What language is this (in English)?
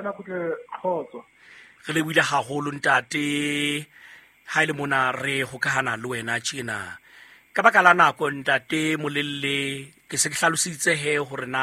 Southern Sotho